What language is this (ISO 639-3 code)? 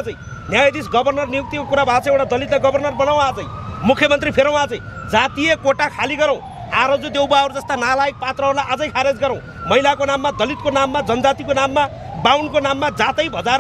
nep